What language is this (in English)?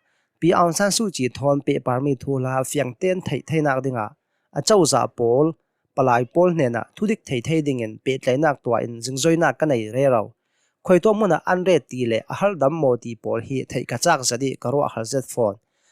Hakha Chin